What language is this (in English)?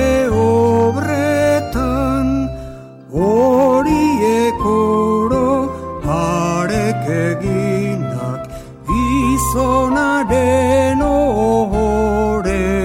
Basque